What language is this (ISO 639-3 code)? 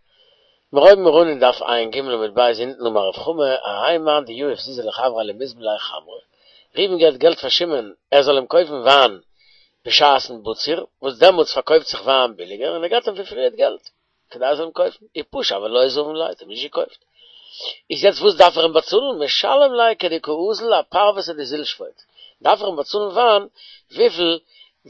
yid